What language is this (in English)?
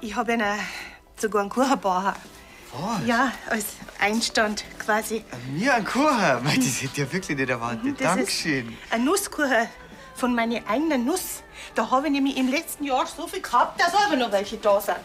Bavarian